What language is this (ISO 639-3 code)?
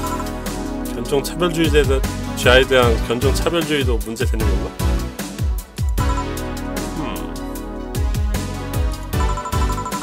kor